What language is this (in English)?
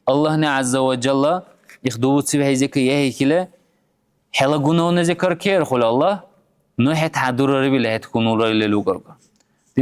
Dargwa